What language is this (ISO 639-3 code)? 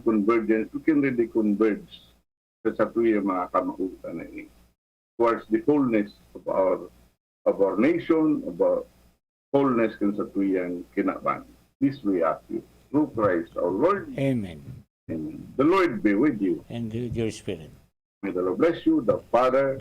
bik